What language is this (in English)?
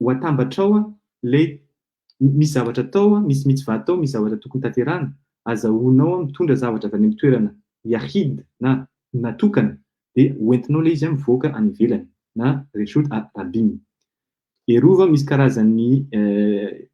Malagasy